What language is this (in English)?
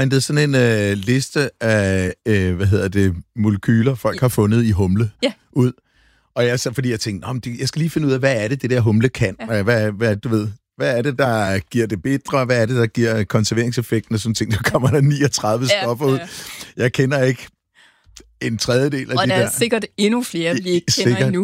Danish